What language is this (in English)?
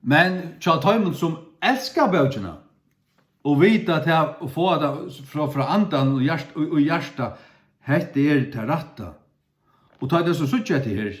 Faroese